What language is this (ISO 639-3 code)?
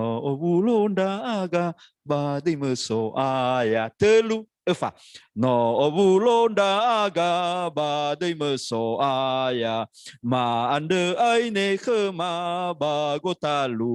nia